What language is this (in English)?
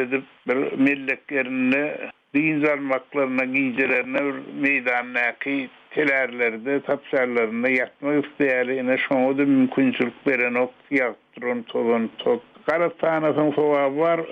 Turkmen